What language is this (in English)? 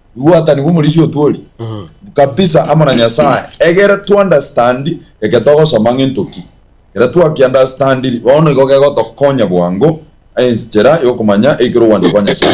Gusii